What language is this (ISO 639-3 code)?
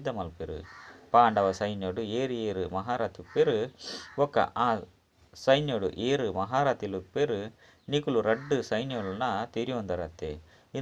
tcy